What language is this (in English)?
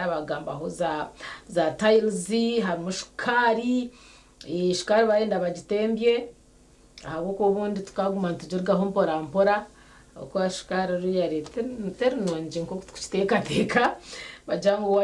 Nyankole